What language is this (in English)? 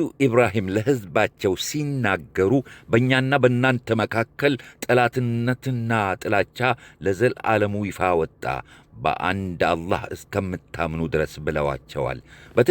Amharic